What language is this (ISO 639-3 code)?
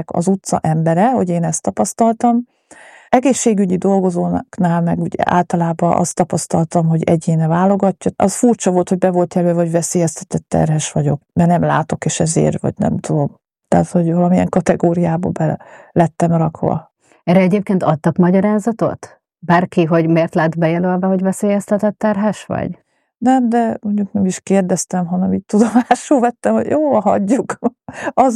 hun